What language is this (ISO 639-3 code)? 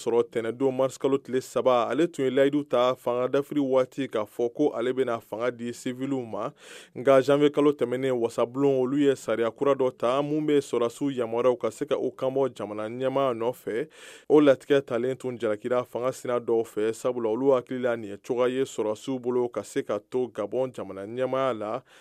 bam